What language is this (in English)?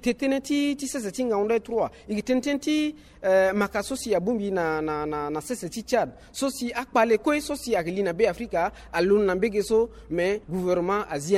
Sango